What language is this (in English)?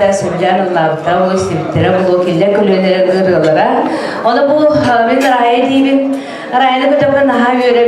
Yakut